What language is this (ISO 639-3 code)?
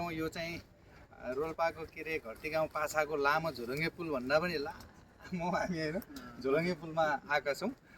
nep